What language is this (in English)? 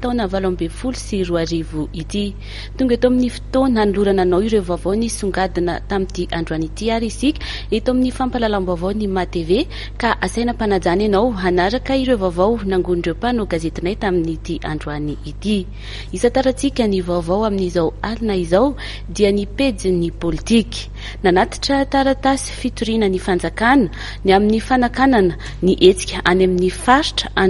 Malagasy